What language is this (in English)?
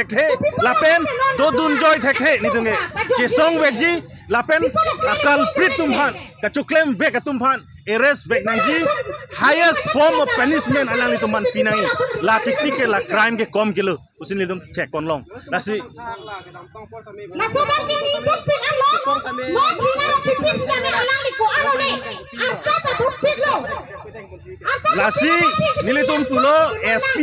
Karbi